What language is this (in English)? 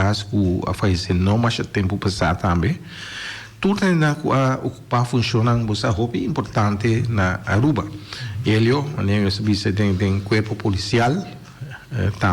Papiamento